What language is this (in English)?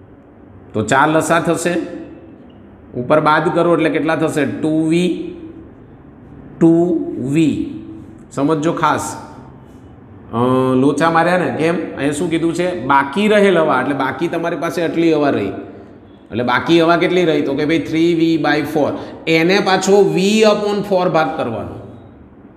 Gujarati